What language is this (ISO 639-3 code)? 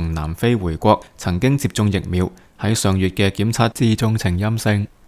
yue